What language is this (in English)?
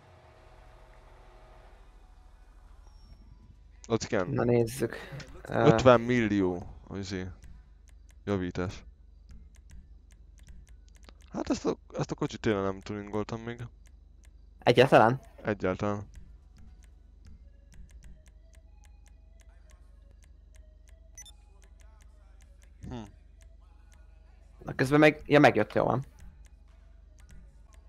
Hungarian